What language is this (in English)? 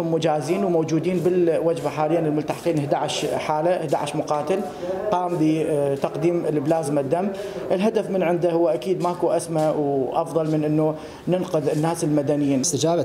Mesopotamian Arabic